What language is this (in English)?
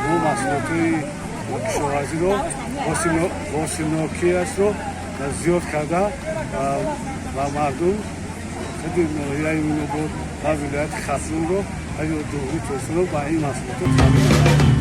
Tajik